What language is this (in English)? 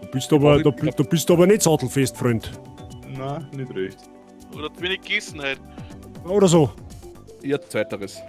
Bavarian